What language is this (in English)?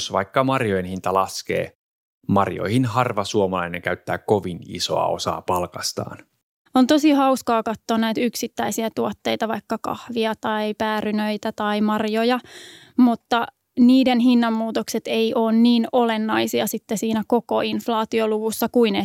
Finnish